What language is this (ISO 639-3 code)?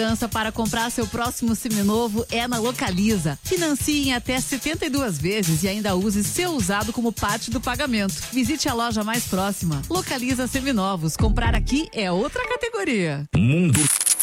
por